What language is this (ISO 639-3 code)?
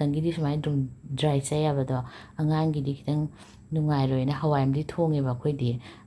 mni